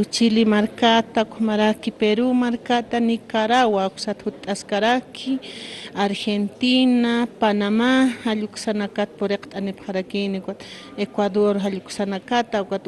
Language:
Aymara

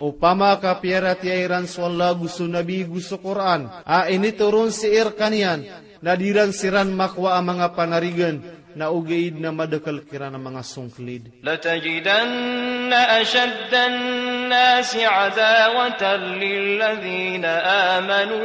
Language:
Maranao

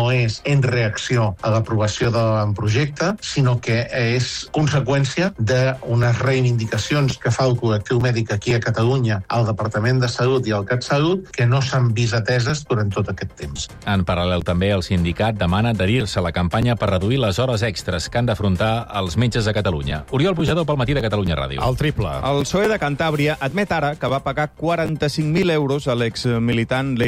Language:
Catalan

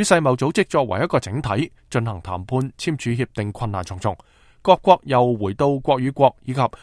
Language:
Cantonese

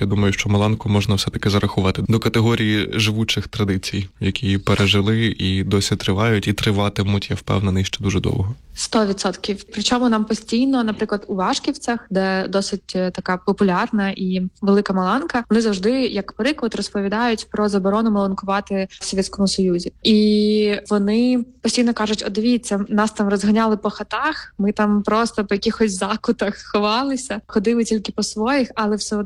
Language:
Ukrainian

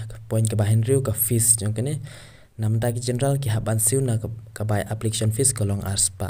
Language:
Khasi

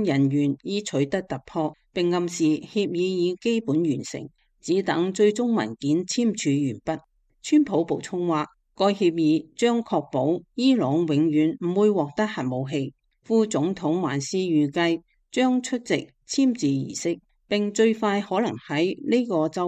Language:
Cantonese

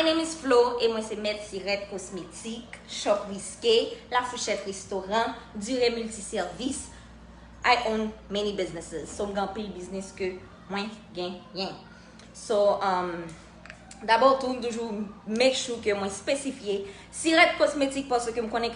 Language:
Haitian Creole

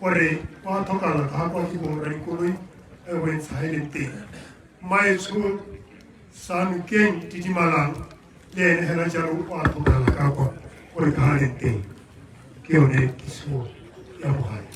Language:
Tswana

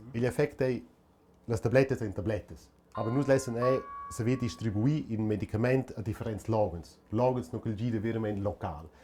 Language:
Romansh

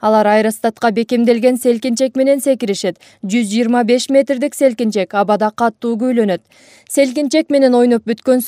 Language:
Kyrgyz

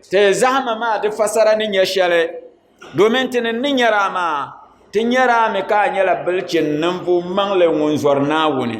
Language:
Dagbani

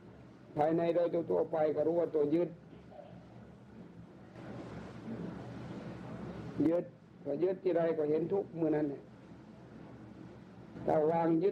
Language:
Thai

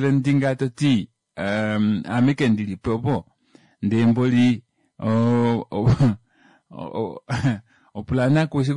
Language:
Kuanyama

